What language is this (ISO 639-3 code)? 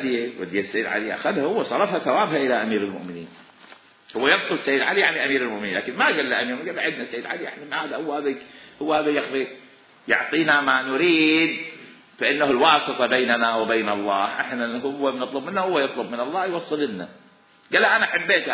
acm